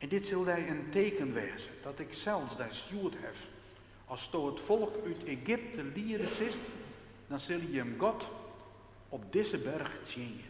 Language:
Western Frisian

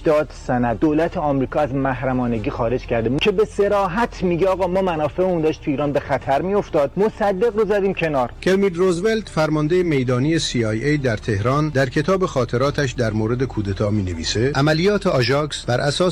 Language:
Persian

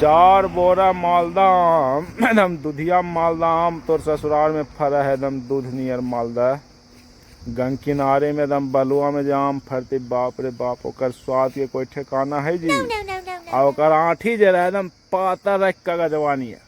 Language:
Magahi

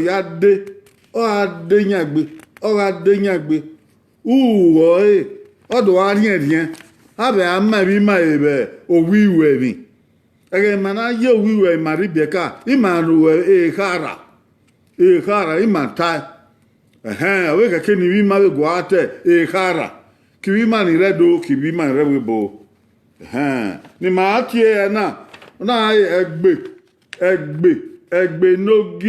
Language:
Bini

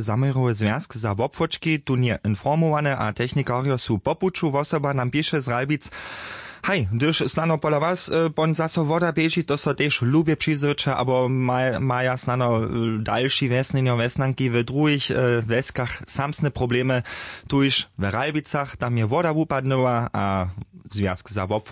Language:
Upper Sorbian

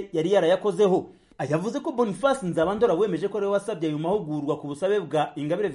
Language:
Kinyarwanda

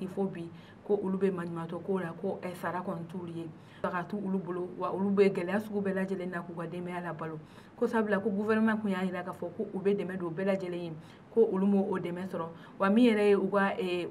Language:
Bambara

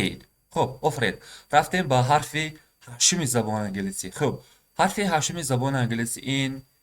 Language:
Tajik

